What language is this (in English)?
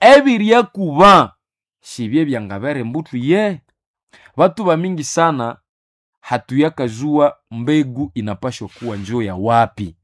Nande